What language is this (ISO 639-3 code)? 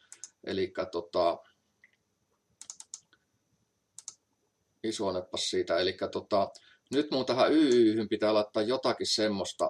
fin